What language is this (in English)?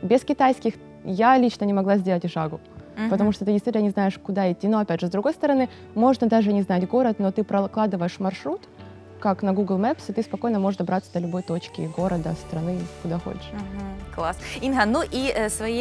Russian